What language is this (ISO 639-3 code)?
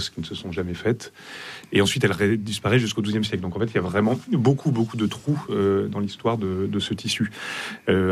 fra